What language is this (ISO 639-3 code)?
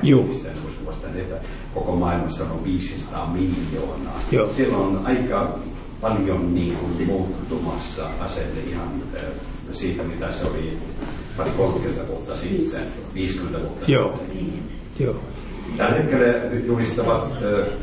fin